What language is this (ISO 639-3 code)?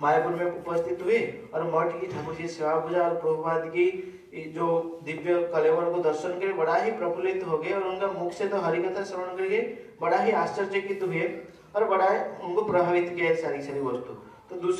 hin